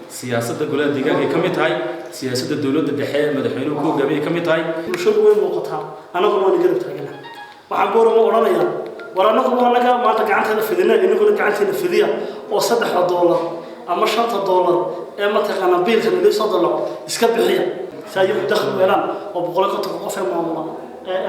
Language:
Somali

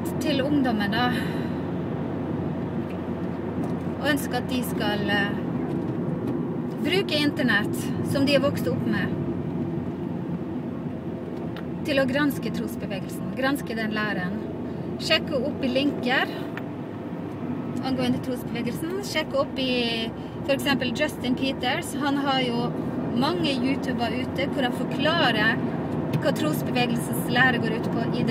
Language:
Norwegian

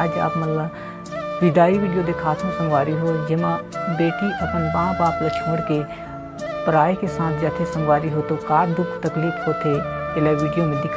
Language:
Chhattisgarhi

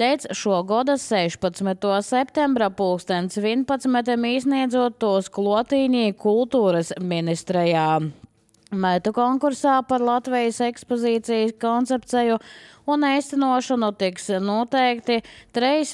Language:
Latvian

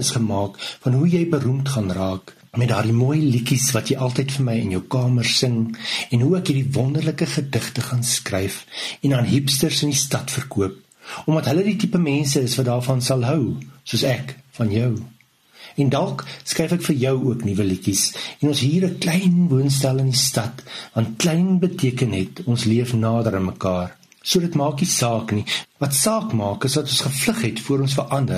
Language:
Afrikaans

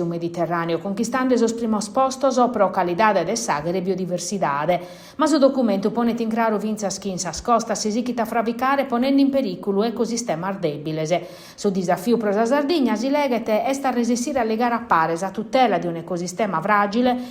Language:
Sardinian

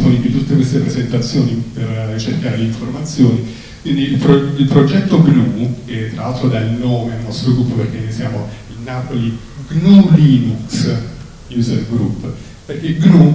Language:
Italian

